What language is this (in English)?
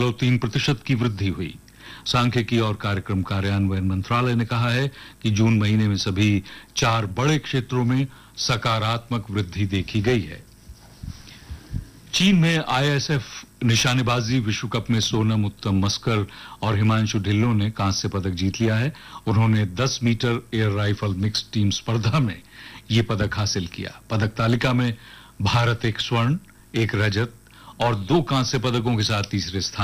Hindi